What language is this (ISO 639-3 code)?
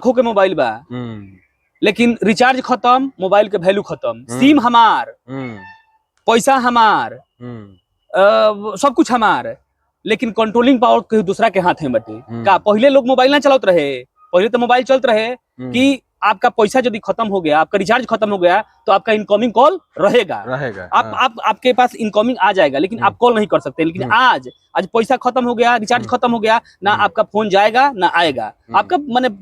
bho